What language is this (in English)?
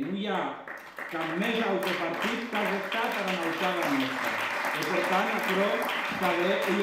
Occitan